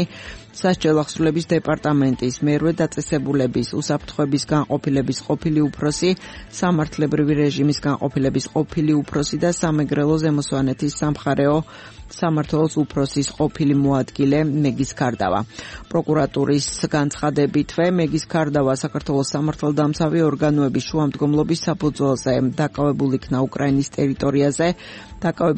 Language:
Georgian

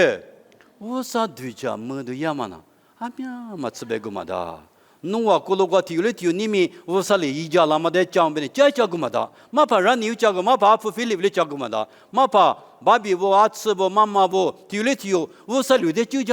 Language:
Lisu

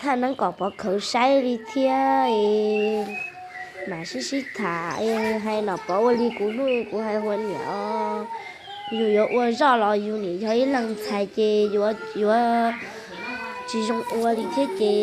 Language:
Hmong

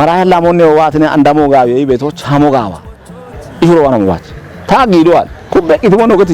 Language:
Kafa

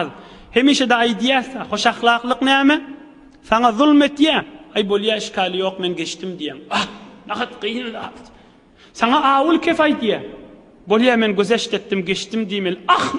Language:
Turkmen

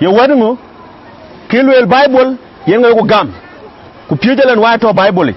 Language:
Dinka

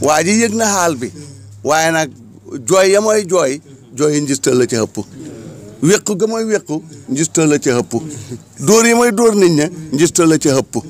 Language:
Wolof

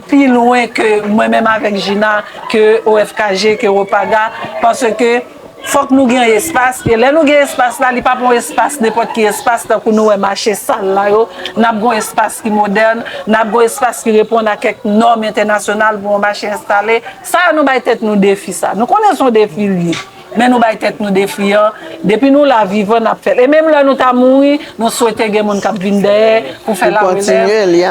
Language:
Haitian Creole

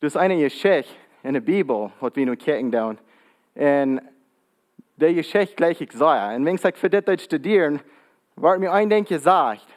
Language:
Plautdietsch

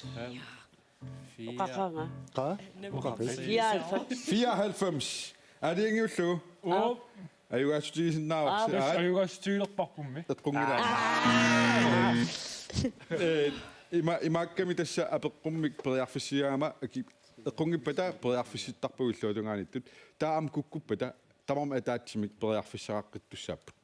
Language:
Kalaallisut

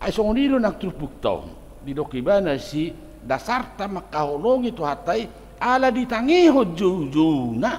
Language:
Batak Toba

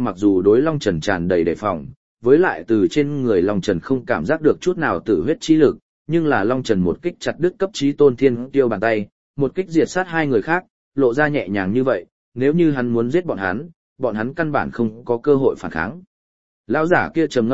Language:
Vietnamese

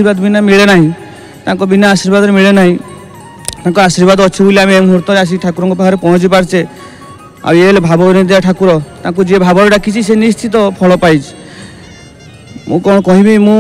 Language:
Odia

